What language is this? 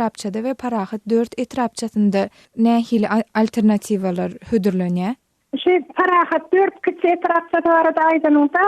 Turkmen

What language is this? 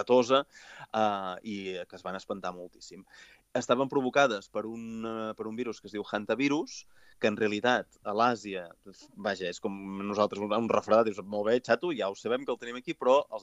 Catalan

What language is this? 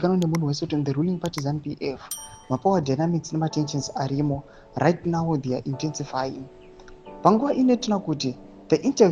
Shona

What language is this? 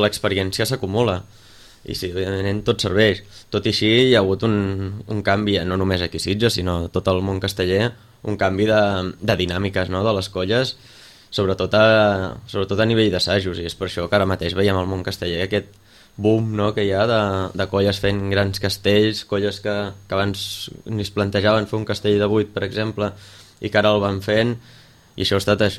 Catalan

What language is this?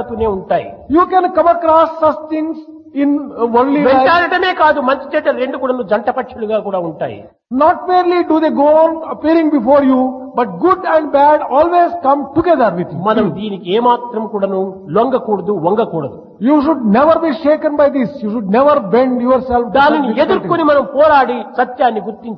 Telugu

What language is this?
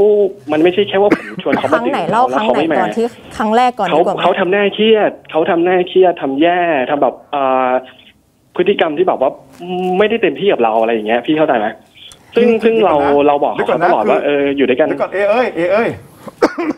Thai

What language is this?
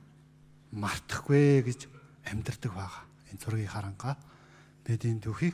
Mongolian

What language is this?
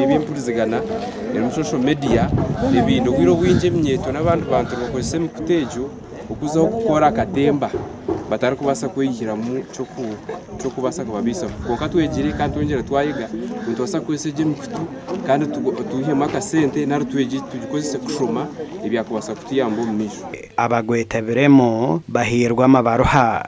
Nyankole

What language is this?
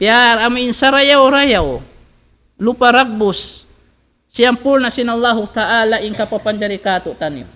Tausug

